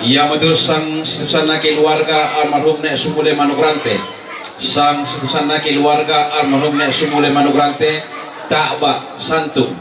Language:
Toraja-Sa'dan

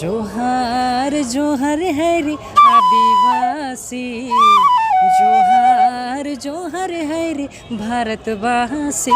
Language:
Sadri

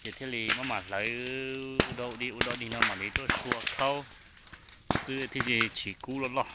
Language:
Hmong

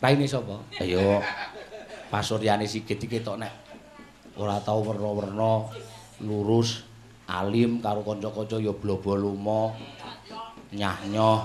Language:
Javanese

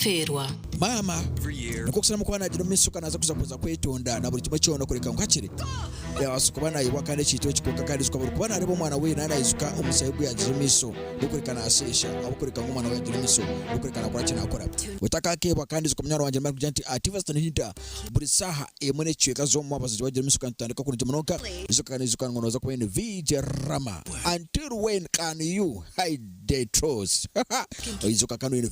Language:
Nyankole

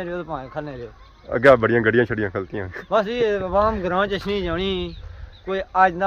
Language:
Pahari-Potwari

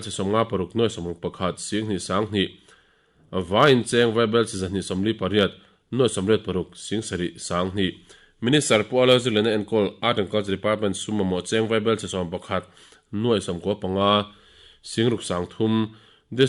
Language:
Mizo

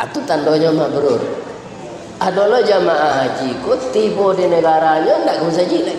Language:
Minangkabau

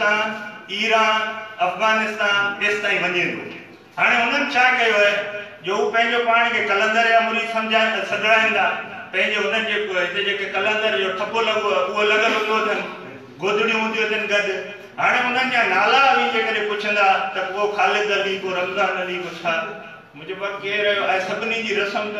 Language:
Sindhi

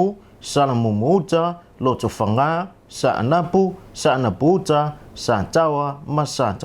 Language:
Samoan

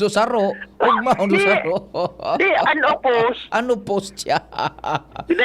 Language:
Bikol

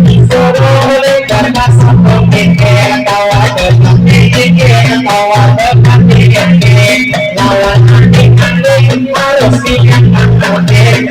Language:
Banjar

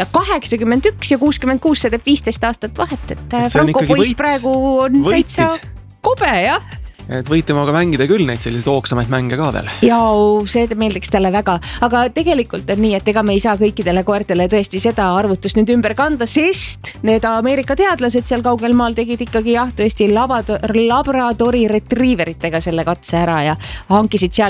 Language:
Estonian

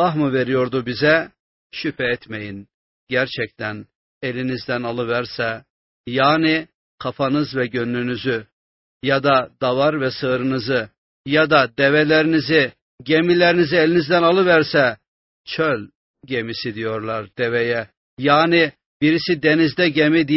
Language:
Turkish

